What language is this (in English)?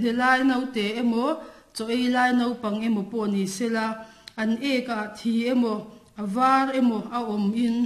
Mizo